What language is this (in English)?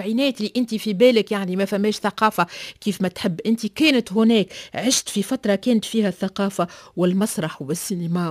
Tunisian Arabic